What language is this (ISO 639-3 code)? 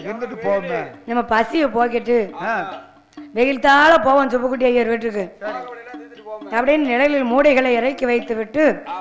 tam